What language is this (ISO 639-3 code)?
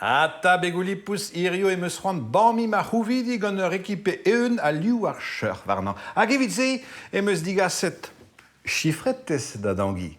bre